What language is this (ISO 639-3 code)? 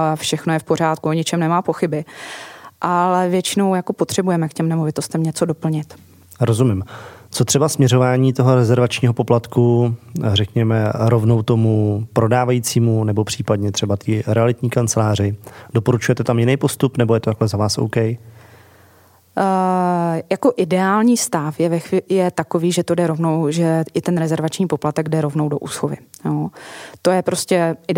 ces